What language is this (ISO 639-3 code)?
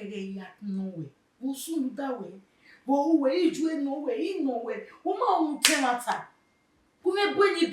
bin